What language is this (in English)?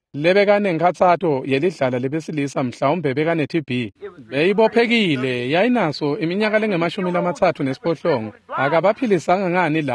Swati